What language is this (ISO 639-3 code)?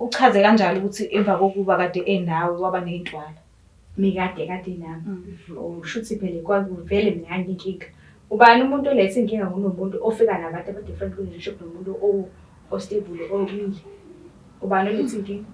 zul